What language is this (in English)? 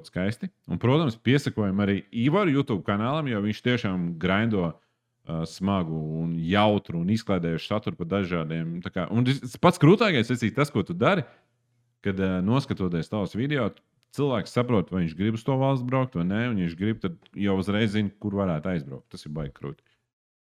Latvian